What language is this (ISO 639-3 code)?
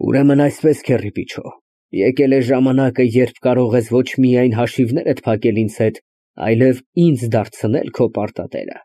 hye